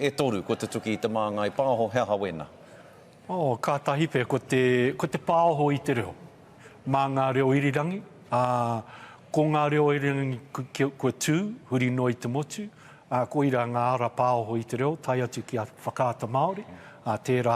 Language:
Māori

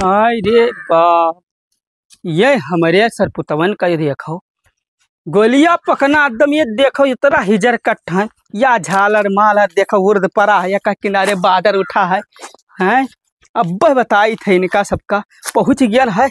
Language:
Awadhi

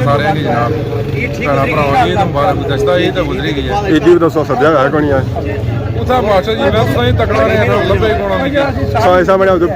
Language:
Pahari-Potwari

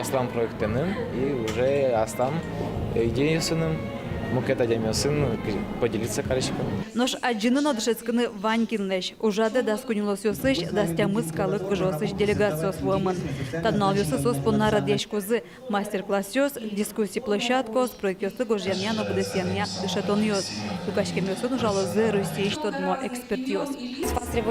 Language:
Udmurt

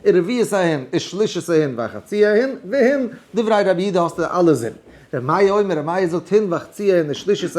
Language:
Yiddish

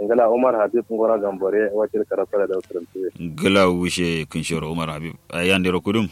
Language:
Kanuri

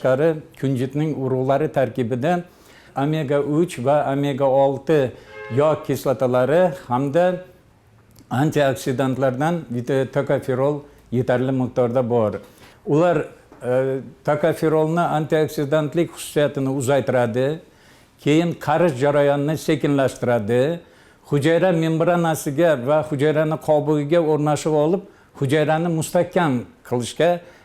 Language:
Uzbek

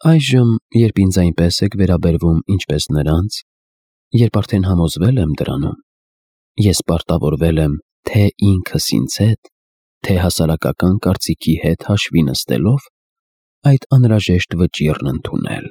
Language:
Armenian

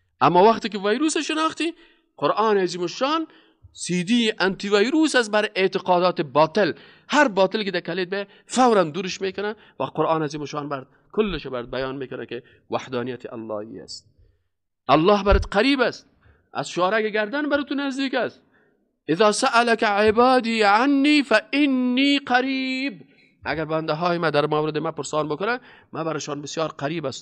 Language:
Persian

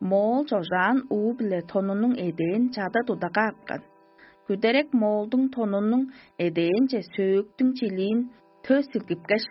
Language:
Tuvinian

